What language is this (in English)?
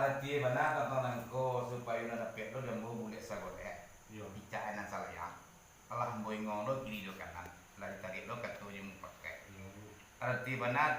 Minangkabau